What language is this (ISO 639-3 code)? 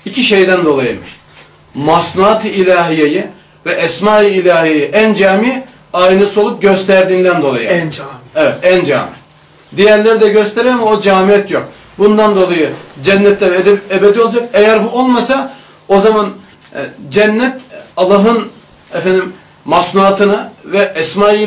tur